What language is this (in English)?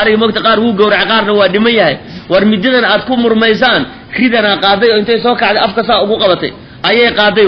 Somali